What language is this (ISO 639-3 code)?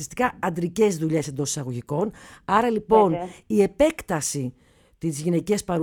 ell